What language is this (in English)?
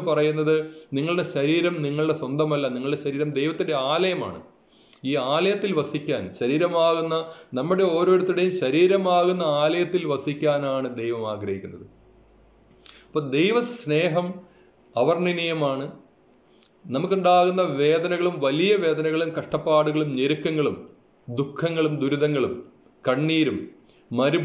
Malayalam